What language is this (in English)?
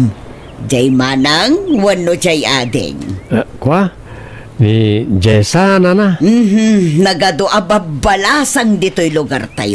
Iloko